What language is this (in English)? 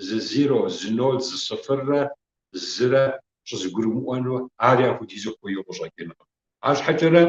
Kabardian